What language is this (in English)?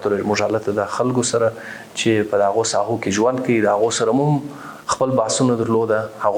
Pashto